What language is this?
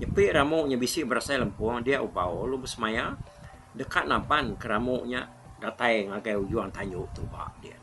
Iban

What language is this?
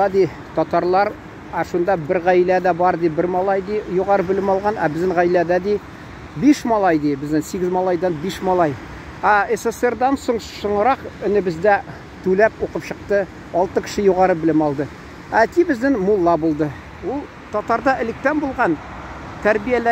Tatar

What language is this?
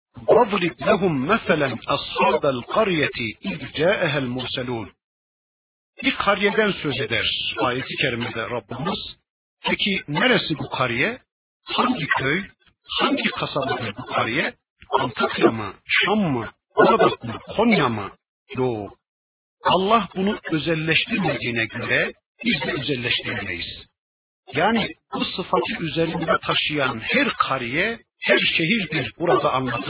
Turkish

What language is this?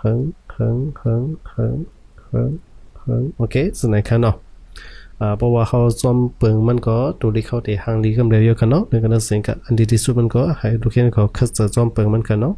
Shan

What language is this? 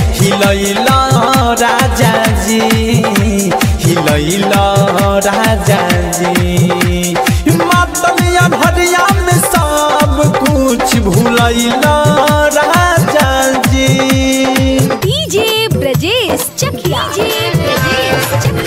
Bhojpuri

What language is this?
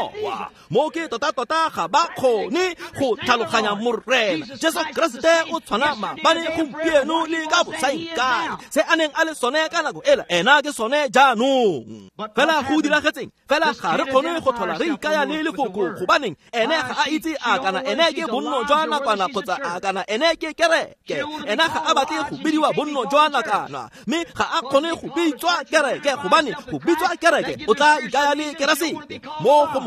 Tswana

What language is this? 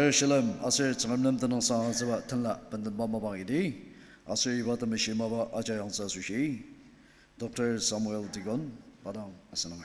Ao Naga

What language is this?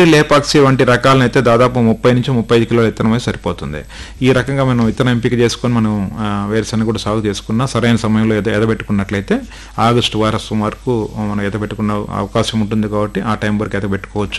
Telugu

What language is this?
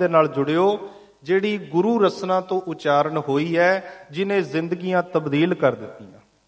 Punjabi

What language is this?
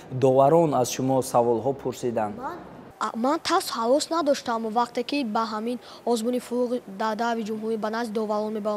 Tajik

